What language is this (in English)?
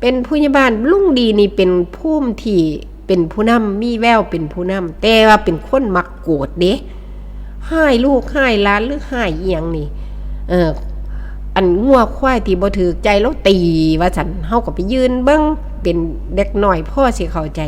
Northeastern Thai